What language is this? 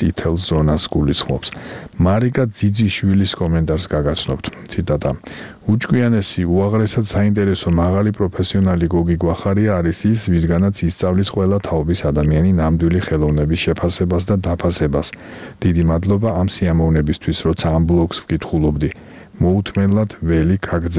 Georgian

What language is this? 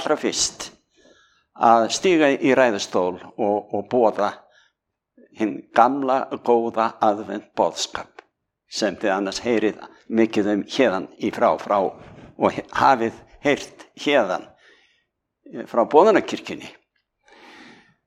Icelandic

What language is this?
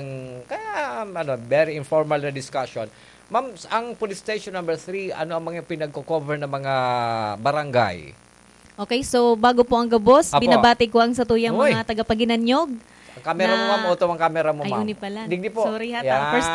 Bikol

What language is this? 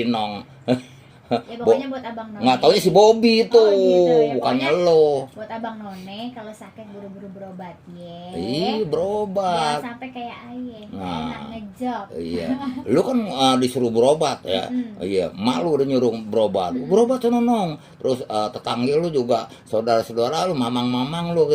Betawi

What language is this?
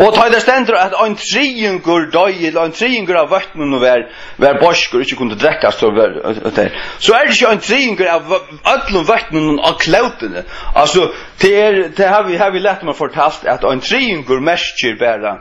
Faroese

